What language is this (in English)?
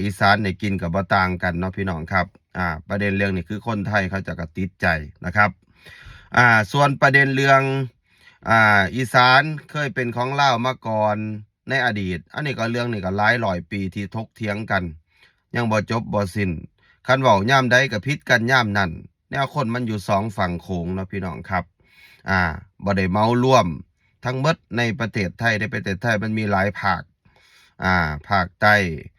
Lao